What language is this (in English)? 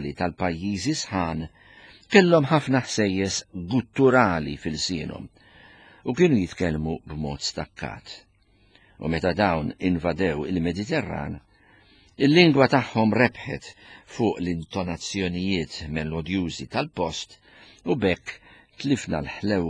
Maltese